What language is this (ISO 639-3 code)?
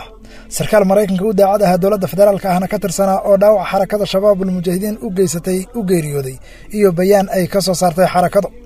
som